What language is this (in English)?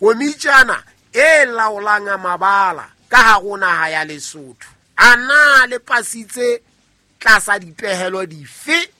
Southern Sotho